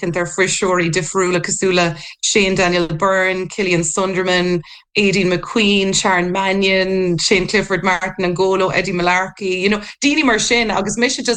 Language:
Irish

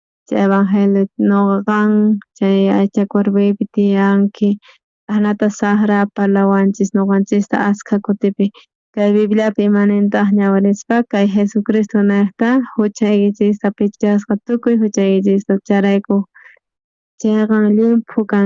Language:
South Bolivian Quechua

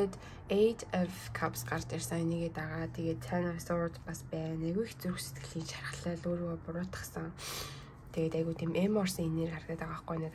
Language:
Mongolian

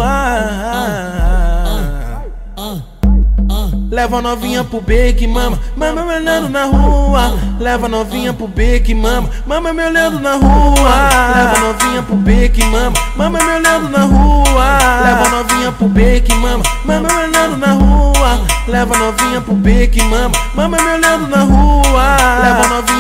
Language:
Portuguese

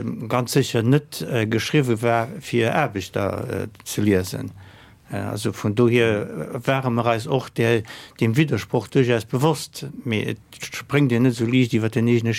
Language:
Luxembourgish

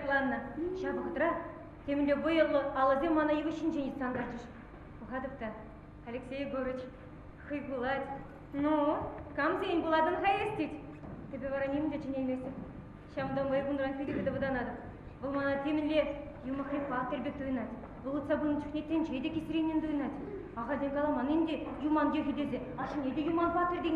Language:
Chuvash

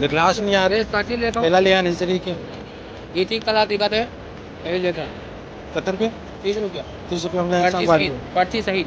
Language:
Chhattisgarhi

